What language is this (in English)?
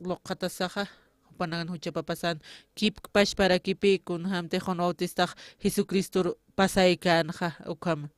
Aymara